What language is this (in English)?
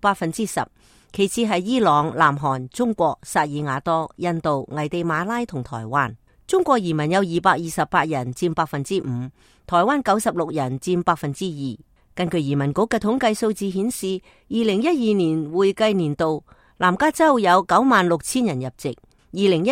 Cantonese